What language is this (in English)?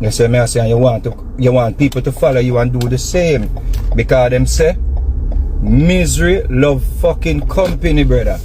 Jamaican Creole English